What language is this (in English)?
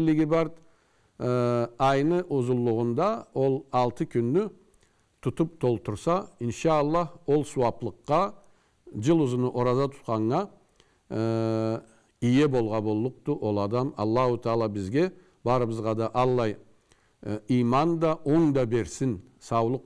Karachay-Balkar